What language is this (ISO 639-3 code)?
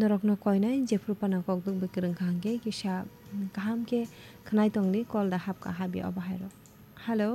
trp